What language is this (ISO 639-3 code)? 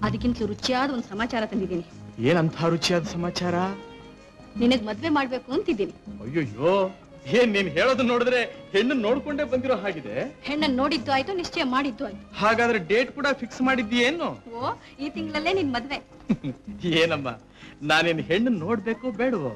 kan